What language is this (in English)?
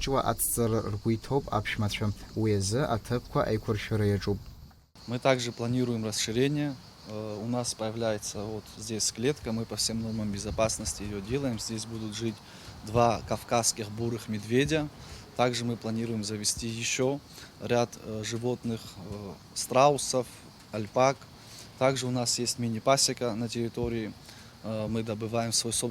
Abkhazian